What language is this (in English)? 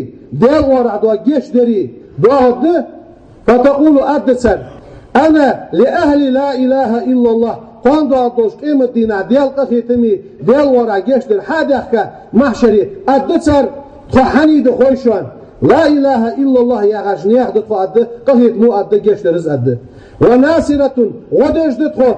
Ingush